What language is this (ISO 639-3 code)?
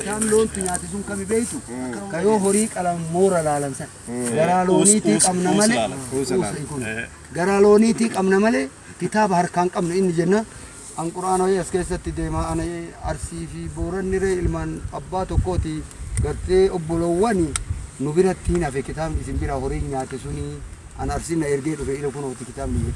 orm